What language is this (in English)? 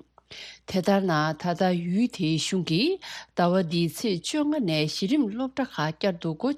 Tibetan